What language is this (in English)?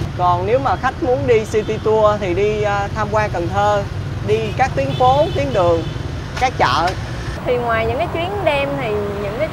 Vietnamese